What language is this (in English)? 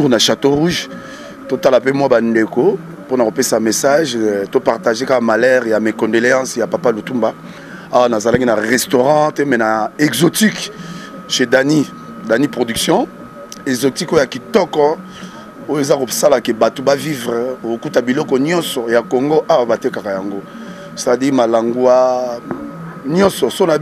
Lingala